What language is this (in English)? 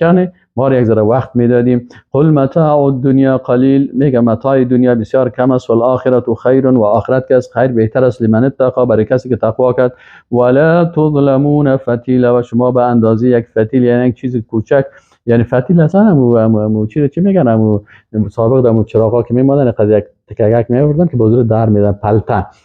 Persian